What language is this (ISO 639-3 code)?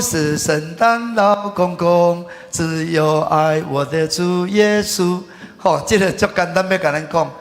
nan